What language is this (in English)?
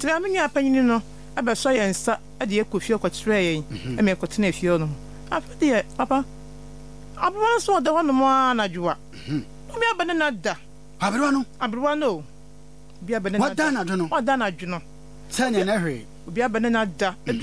Akan